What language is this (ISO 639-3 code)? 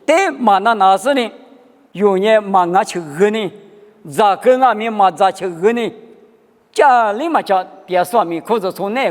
lis